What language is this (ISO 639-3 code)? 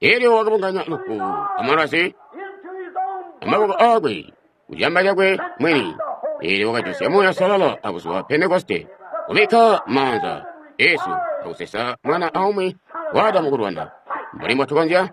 toi